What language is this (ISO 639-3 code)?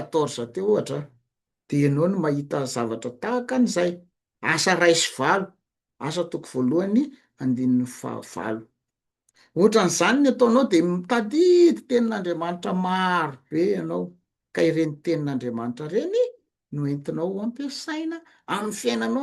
mlg